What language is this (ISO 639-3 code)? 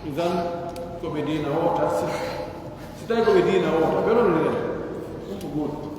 fuf